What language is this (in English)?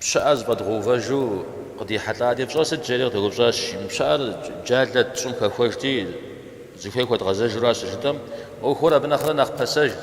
Kabardian